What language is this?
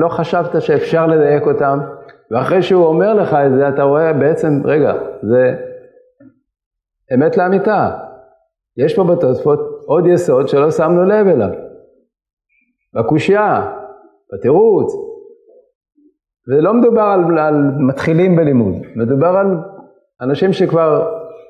Hebrew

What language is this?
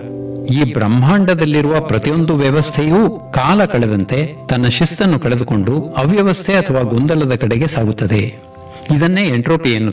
Kannada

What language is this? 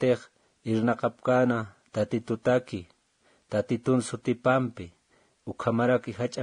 Aymara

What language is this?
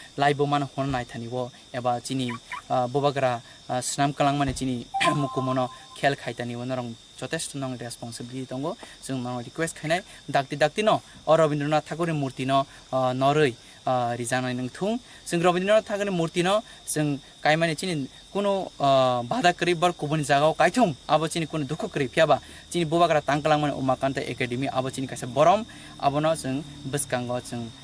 Kok Borok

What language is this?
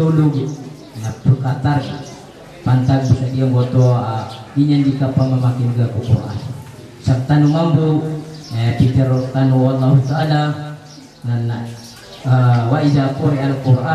Maranao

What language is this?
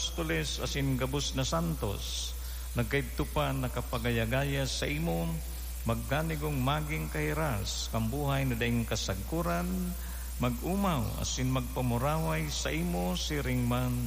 Bikol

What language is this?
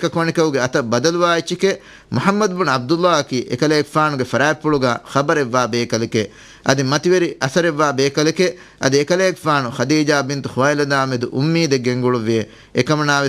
Divehi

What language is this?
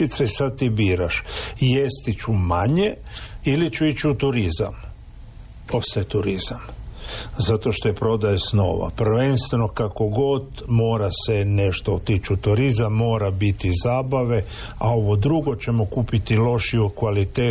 Croatian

